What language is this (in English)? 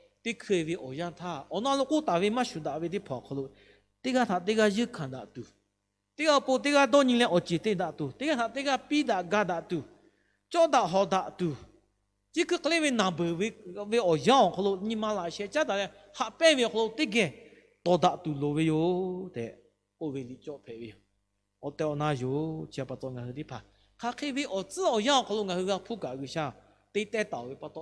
Lahu